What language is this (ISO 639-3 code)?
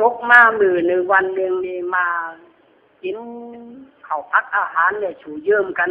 khb